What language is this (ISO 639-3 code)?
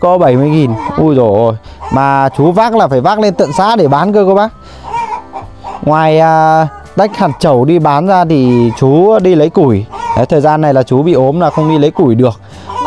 vie